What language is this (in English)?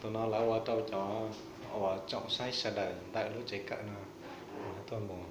Hmong